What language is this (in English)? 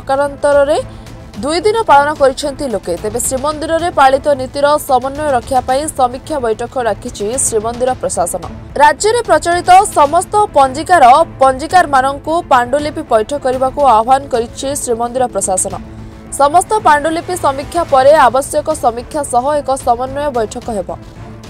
Odia